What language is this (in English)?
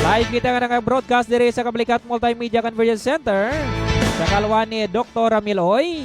Hiligaynon